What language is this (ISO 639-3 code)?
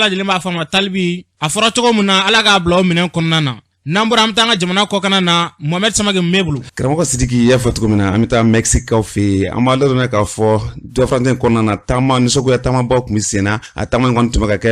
bam